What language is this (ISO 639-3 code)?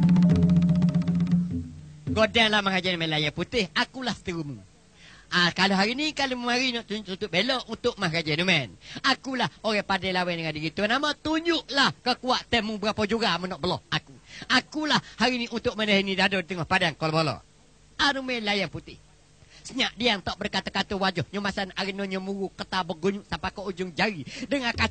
msa